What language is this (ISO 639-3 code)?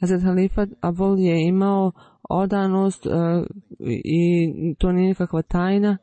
bos